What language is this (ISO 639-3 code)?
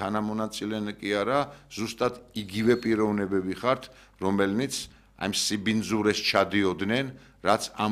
kat